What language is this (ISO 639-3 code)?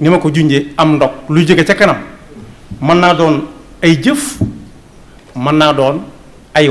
wol